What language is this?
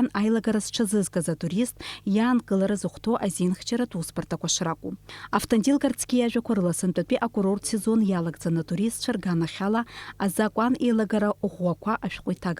Abkhazian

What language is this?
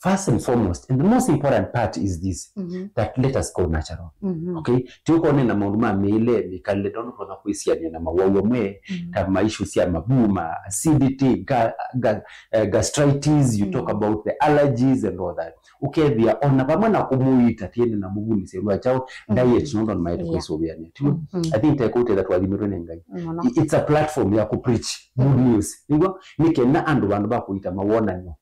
Kamba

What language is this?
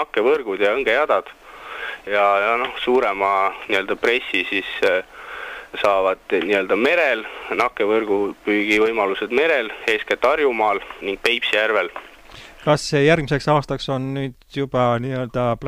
Estonian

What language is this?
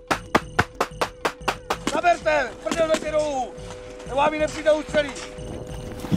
Czech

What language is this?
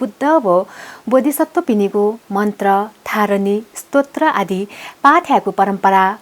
Newari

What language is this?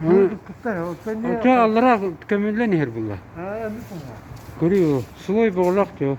Yakut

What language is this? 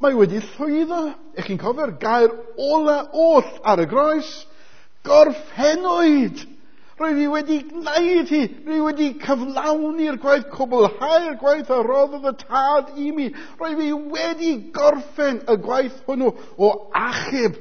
Welsh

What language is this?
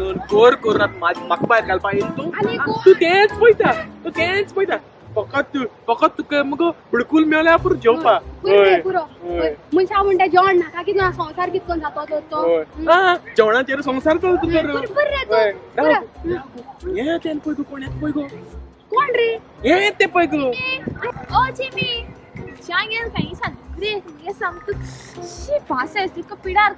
Konkani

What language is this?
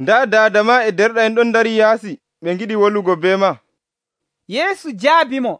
Nigerian Fulfulde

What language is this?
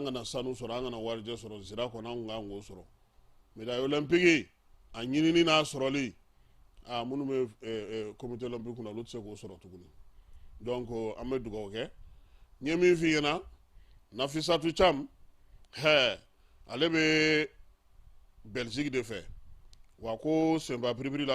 Bambara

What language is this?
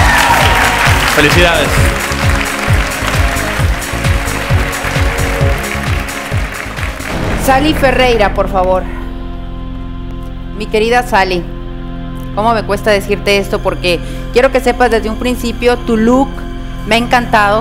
Spanish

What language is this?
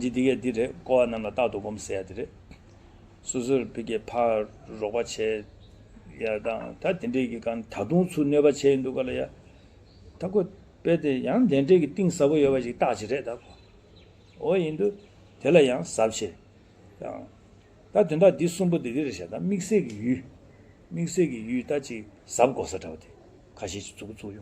Tibetan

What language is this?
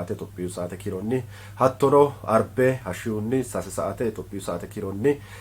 Sidamo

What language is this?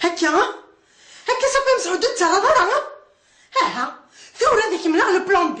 Kabyle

